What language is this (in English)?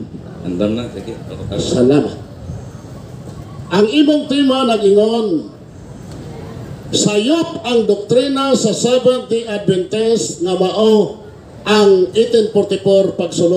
Cebuano